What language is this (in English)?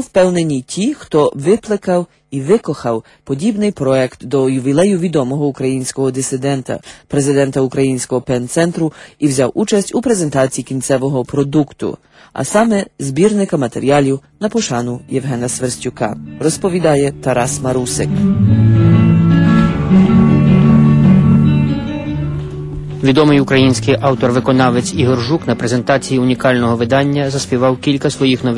Ukrainian